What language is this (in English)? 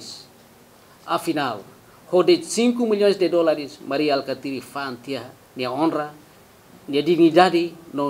Tetum